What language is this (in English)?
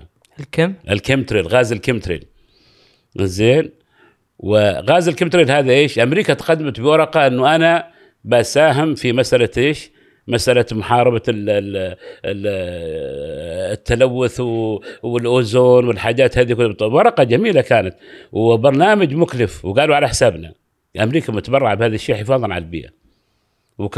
Gulf Arabic